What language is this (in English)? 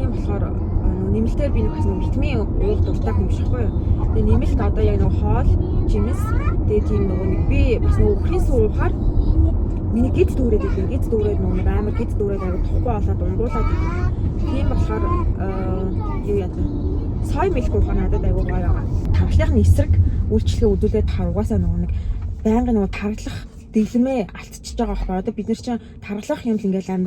Mongolian